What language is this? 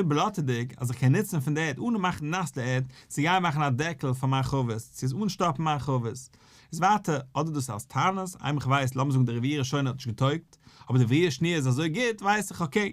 Yiddish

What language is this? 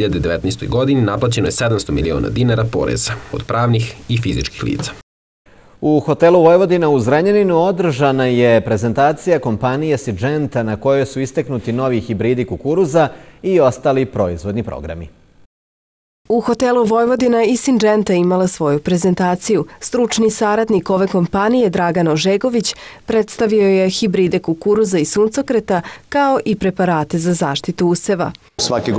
Serbian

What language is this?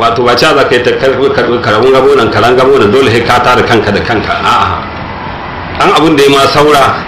Hausa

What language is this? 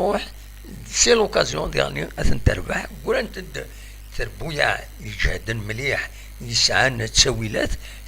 Kabyle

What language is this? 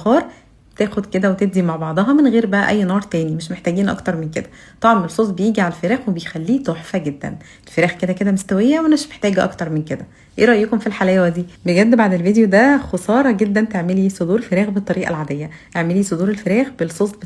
Egyptian Arabic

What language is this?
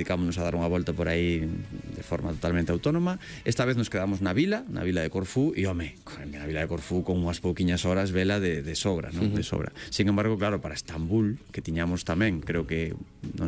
Galician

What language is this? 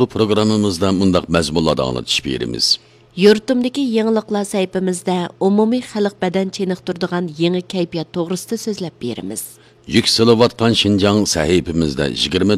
Uyghur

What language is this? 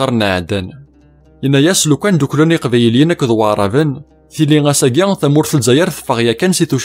Kabyle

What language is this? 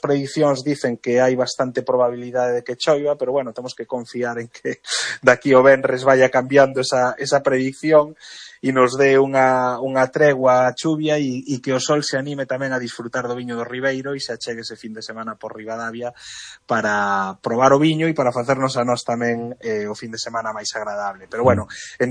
Galician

